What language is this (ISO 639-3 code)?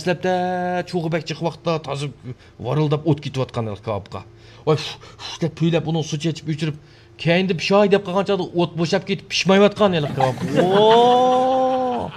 uig